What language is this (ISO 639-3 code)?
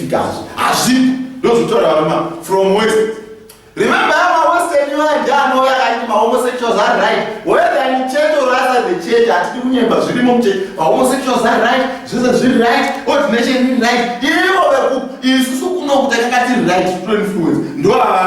sna